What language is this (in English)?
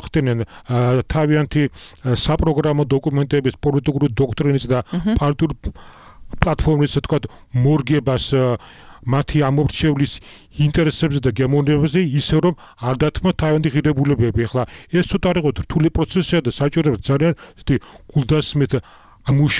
Georgian